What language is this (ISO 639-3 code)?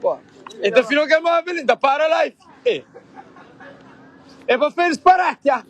kea